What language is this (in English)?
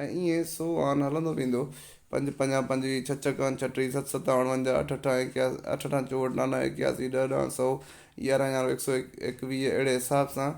Sindhi